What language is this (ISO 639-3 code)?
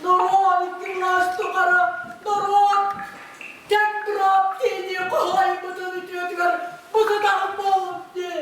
sah